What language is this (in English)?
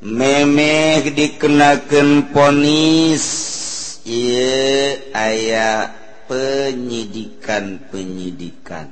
Sundanese